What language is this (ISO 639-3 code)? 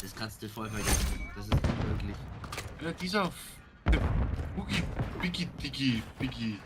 bar